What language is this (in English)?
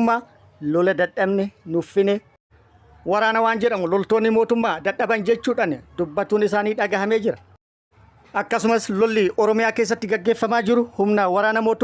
Oromo